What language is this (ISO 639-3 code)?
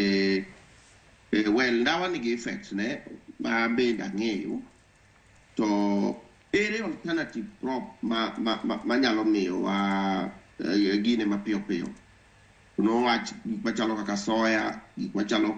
luo